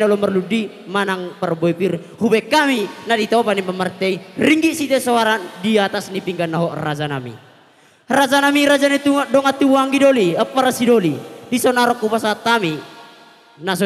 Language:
Batak Toba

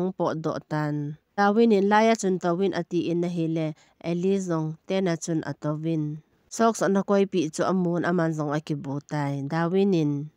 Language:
Thado Chin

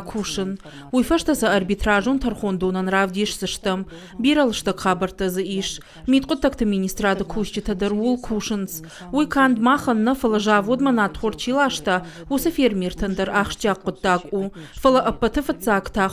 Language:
Ossetic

